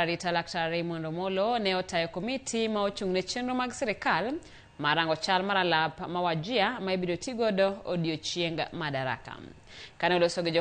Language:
Luo (Kenya and Tanzania)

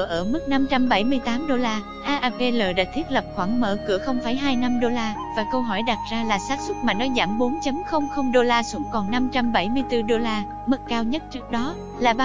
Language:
Vietnamese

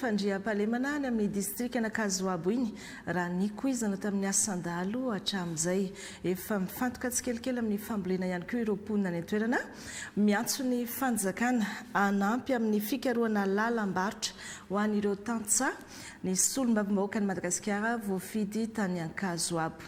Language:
Malagasy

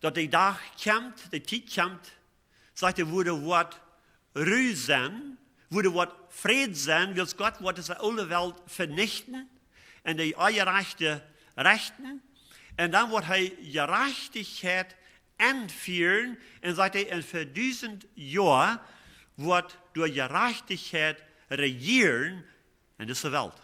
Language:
Plautdietsch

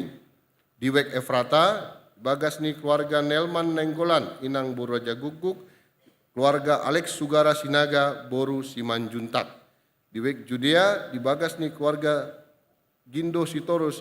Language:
Batak Toba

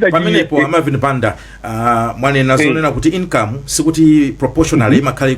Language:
Nyanja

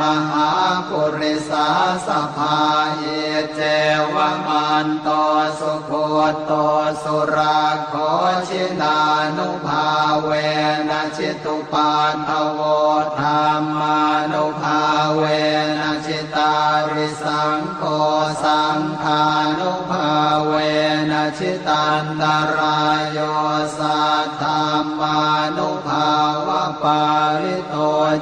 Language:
Pali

